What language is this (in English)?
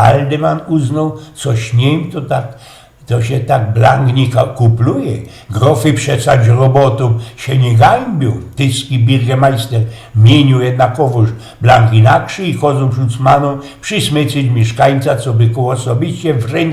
Silesian